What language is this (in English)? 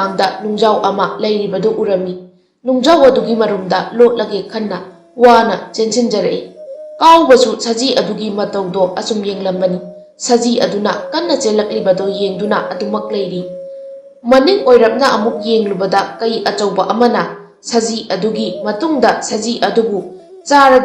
Manipuri